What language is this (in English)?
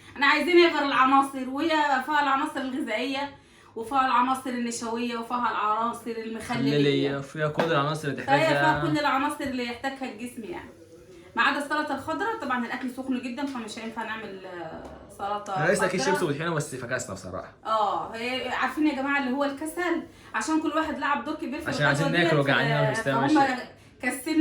Egyptian Arabic